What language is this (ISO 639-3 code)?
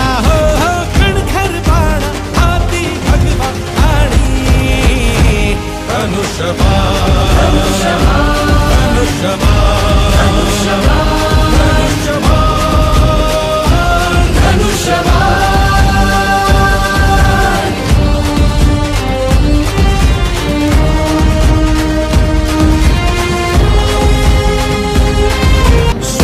mar